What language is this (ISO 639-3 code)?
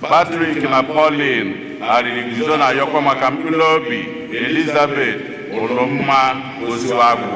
ibo